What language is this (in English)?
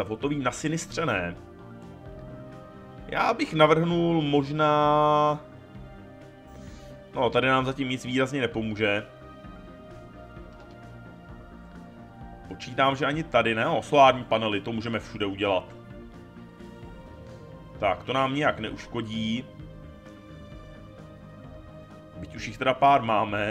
Czech